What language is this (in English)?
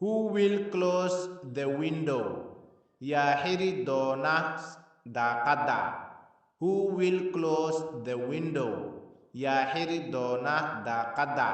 Somali